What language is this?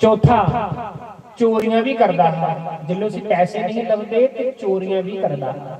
Dogri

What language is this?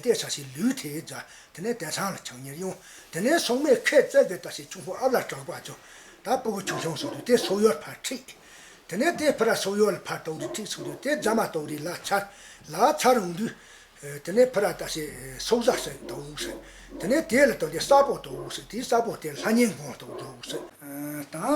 Tibetan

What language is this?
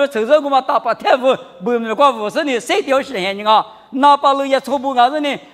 Lisu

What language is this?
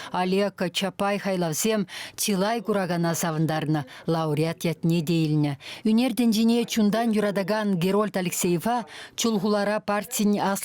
Chuvash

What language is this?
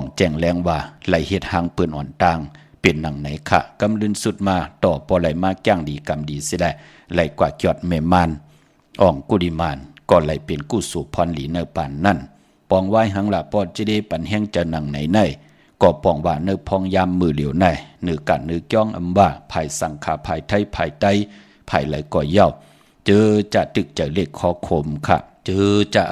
Shan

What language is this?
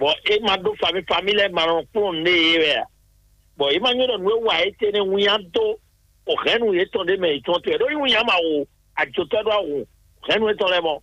Fon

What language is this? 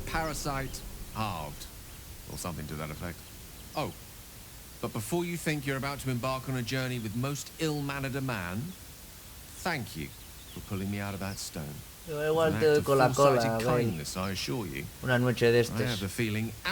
Asturian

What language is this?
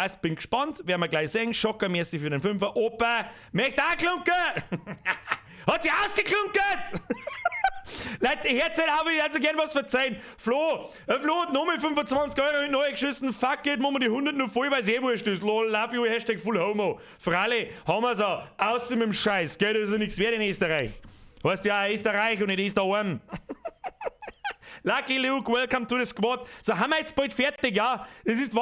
Bavarian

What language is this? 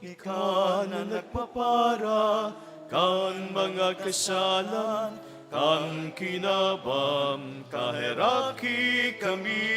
Bikol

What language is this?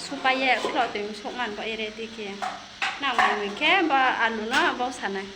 Riang (India)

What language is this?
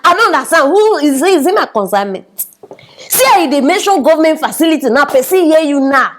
Nigerian Pidgin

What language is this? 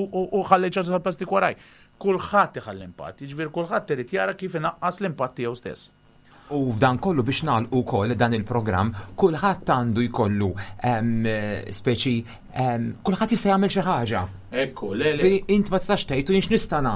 Maltese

